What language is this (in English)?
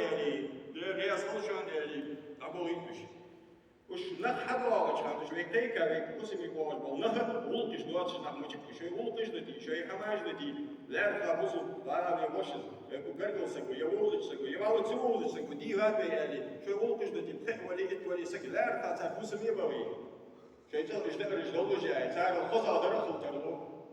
Ingush